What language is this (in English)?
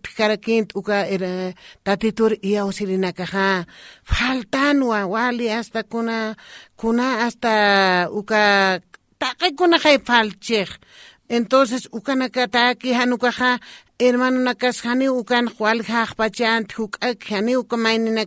Aymara